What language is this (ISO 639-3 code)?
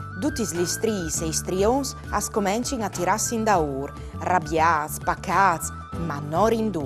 fur